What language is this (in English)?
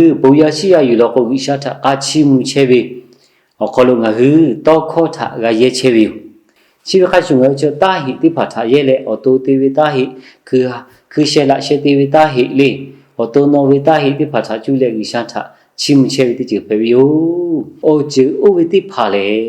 Lahu